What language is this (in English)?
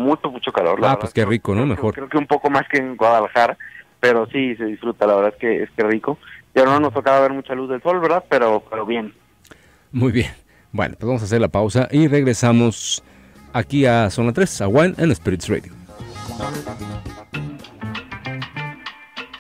Spanish